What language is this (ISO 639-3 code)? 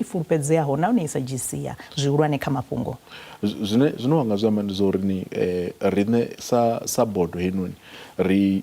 ven